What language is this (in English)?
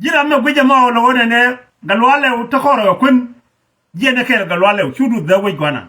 Nuer